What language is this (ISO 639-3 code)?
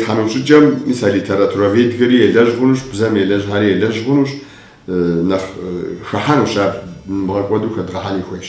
kbd